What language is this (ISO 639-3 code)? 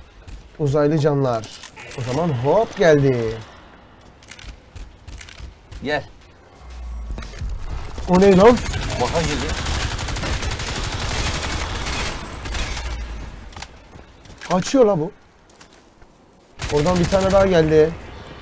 tur